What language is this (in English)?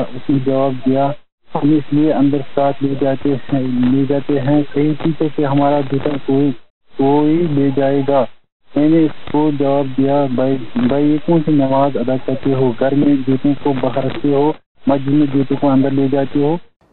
Urdu